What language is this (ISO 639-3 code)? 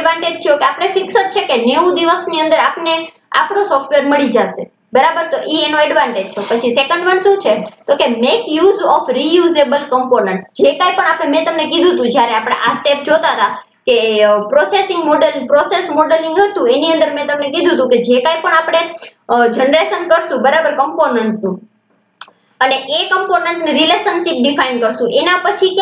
guj